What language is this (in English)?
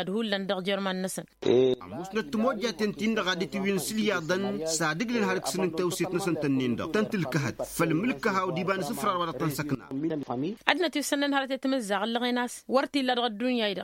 Tamasheq